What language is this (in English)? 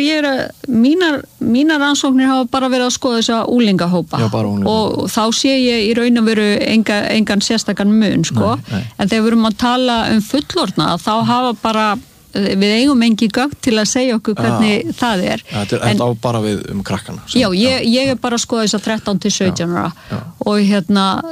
Icelandic